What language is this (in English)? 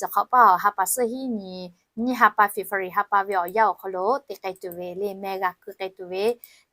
Lahu